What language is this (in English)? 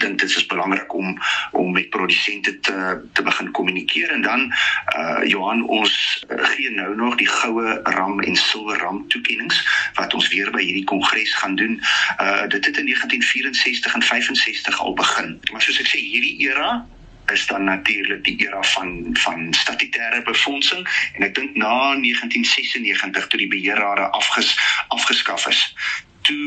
Afrikaans